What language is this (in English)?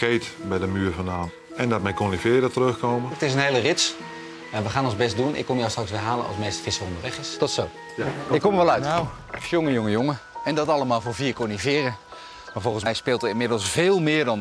Dutch